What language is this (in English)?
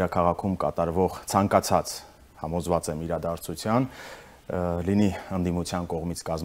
Armenian